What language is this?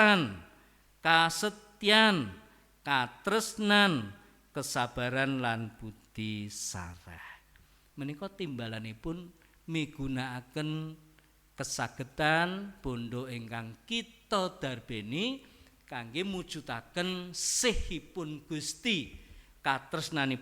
Javanese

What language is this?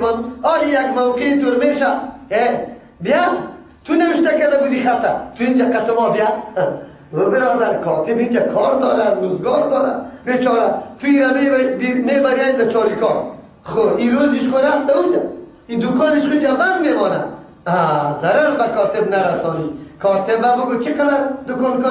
Persian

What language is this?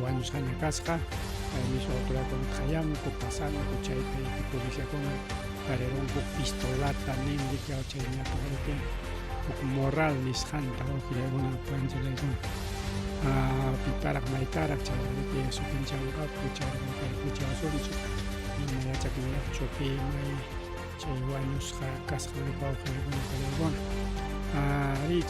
Ayacucho Quechua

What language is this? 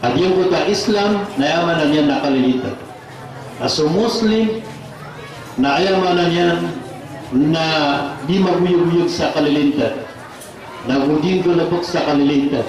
Maranao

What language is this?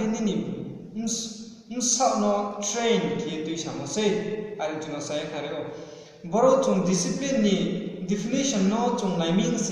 Riang (India)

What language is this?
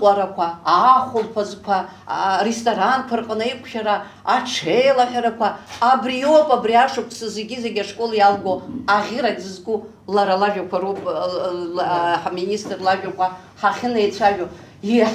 Abkhazian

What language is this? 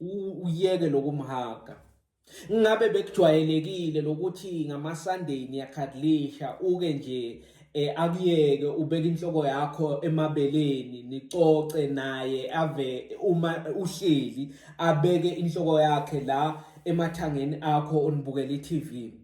Zulu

